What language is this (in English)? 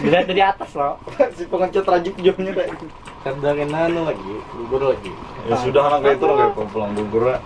Banjar